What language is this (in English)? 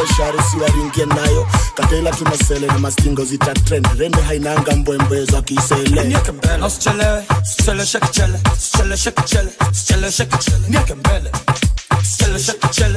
Swahili